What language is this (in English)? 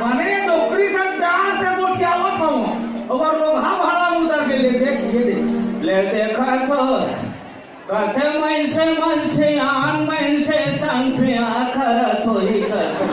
Chhattisgarhi